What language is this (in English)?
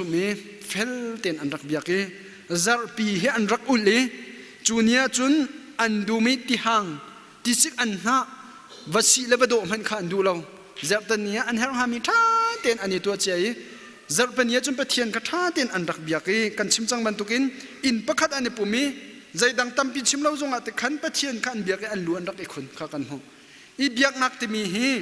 Hakha Chin